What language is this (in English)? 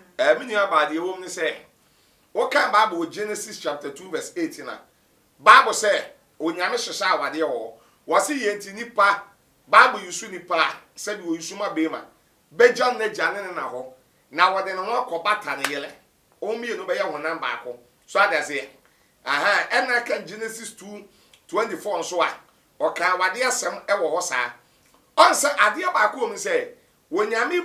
Akan